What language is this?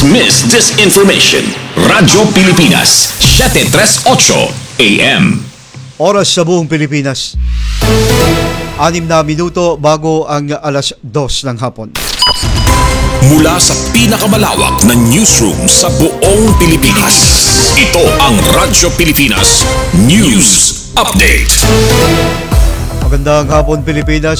Filipino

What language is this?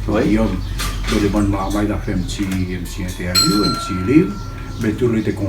Réunion Creole French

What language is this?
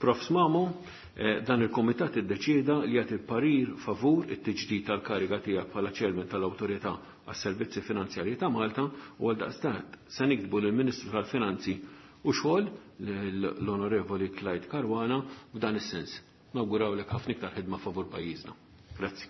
Maltese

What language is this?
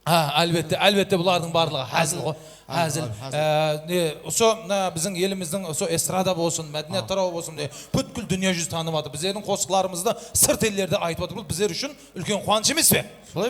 Kara-Kalpak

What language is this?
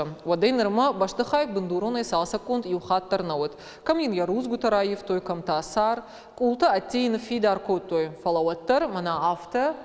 Ossetic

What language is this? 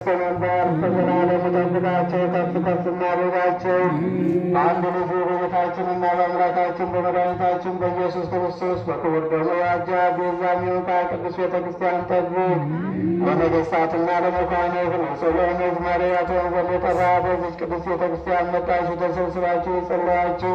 Amharic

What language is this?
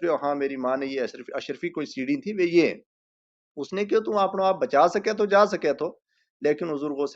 Gujari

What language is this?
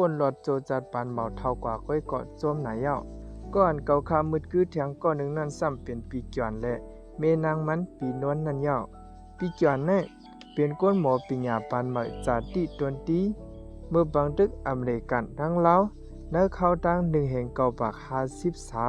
Shan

